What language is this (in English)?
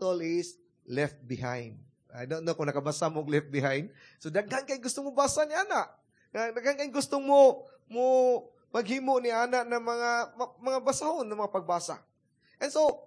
Cebuano